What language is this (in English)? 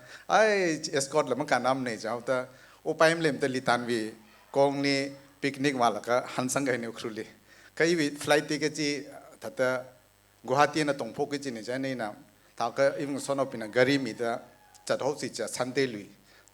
Tangkhul Naga (India)